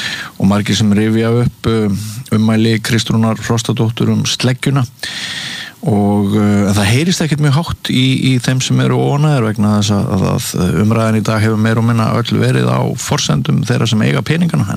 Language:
Icelandic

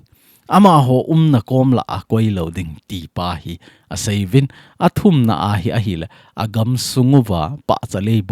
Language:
Thado Chin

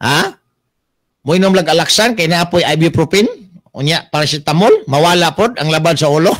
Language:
Cebuano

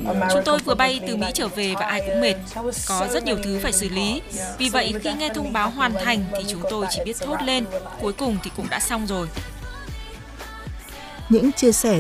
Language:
Vietnamese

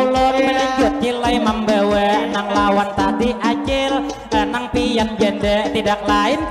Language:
Banjar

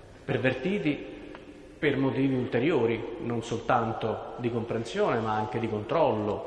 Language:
Italian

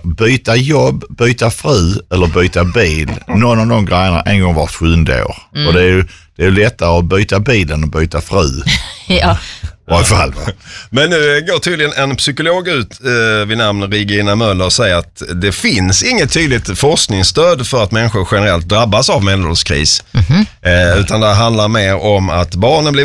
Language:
Swedish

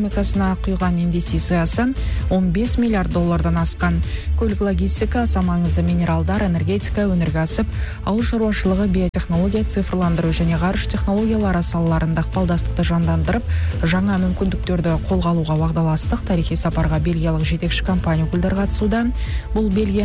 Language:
Kazakh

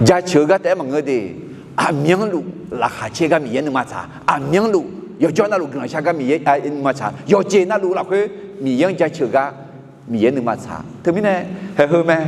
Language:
Akha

